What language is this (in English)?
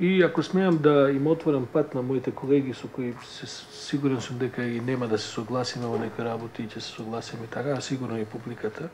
Macedonian